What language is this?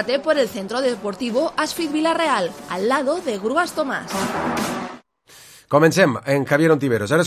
Catalan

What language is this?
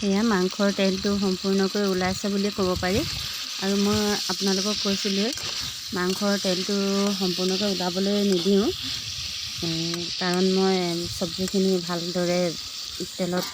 Assamese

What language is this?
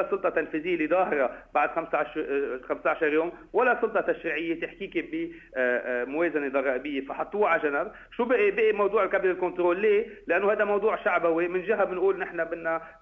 North Levantine Arabic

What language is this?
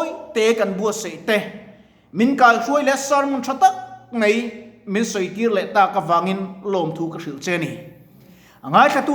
Mizo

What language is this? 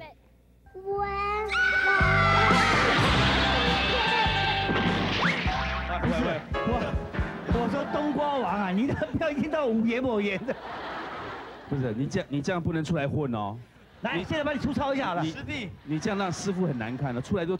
Chinese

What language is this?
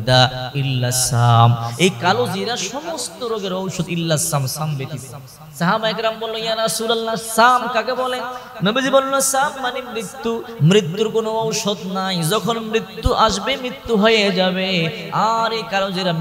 Bangla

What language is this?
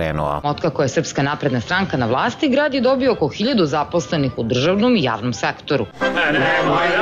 Serbian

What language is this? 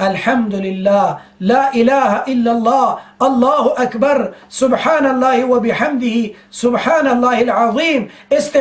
Pashto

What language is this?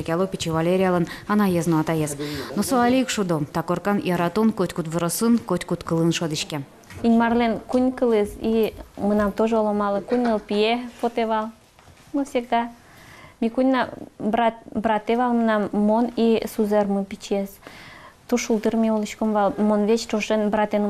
Udmurt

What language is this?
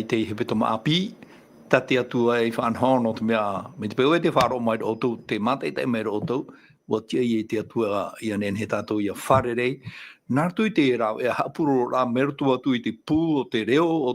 Tahitian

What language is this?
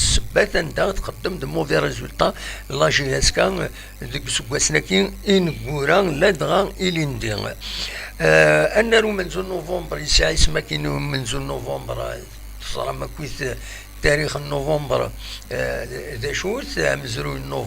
Kabyle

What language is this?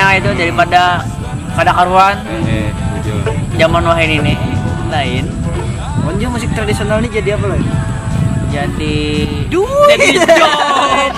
Banjar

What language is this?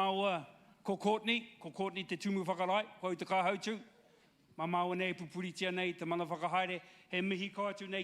Māori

